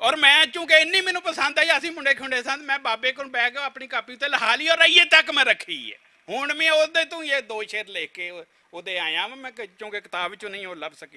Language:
Western Panjabi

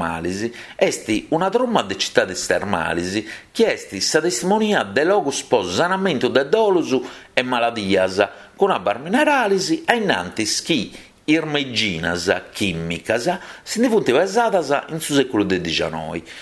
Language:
Sardinian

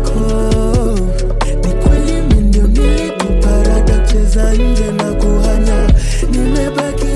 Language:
Swahili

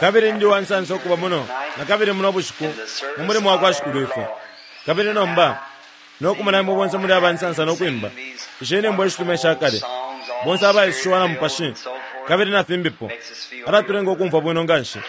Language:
Bemba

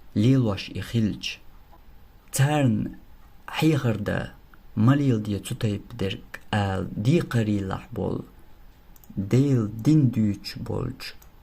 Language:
Chechen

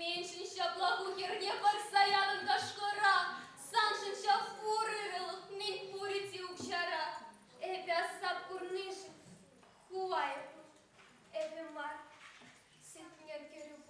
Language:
Chuvash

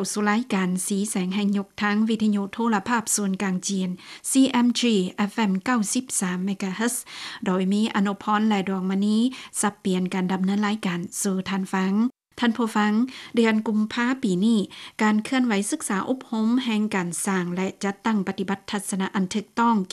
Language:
Lao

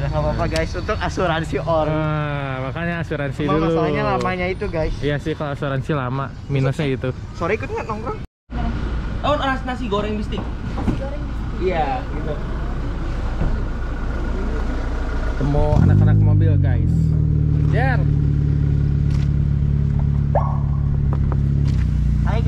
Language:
Indonesian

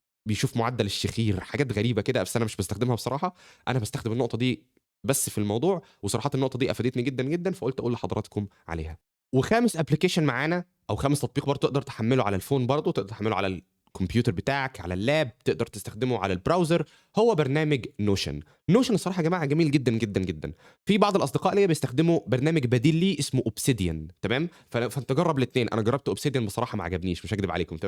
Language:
Egyptian Arabic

